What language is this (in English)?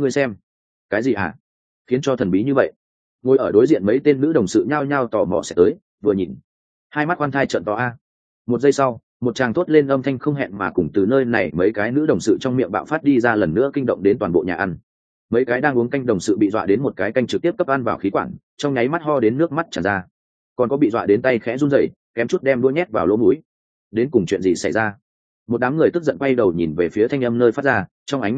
Vietnamese